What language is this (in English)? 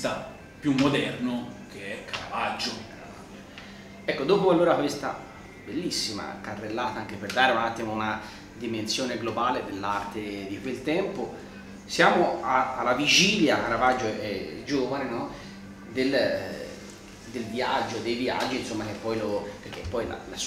Italian